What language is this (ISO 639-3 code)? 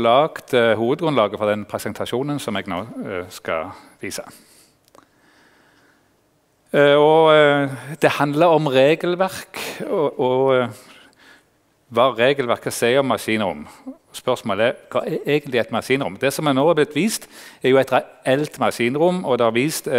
nor